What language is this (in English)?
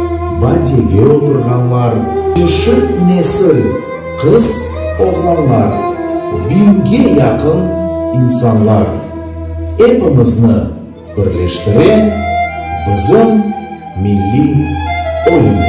Crimean Tatar